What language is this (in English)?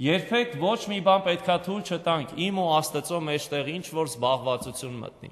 Armenian